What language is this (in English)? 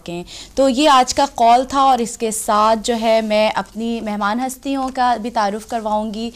Urdu